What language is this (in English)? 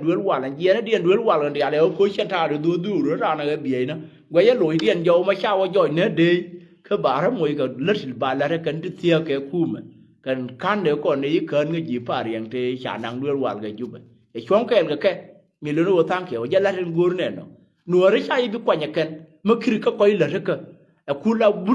Nuer